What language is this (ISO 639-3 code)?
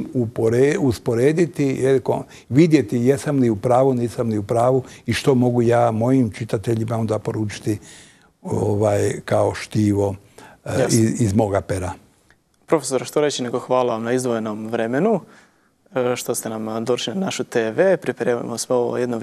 bos